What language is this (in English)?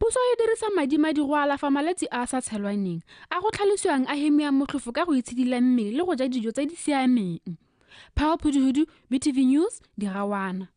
Tswana